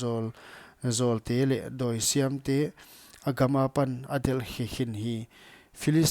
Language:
Paite Chin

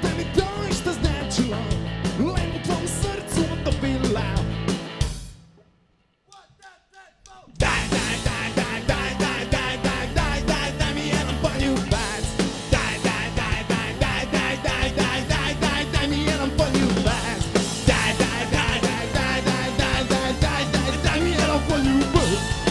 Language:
Serbian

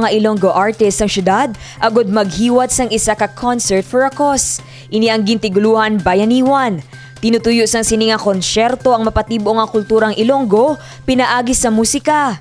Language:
Hiligaynon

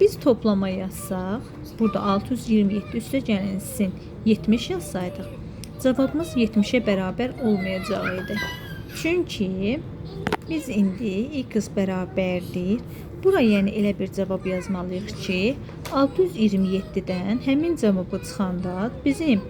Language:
Azerbaijani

